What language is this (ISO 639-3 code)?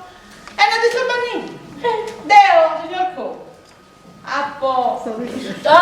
srd